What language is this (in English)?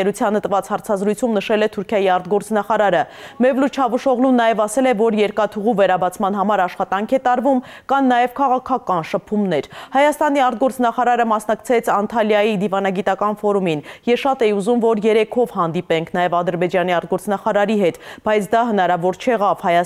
Armenian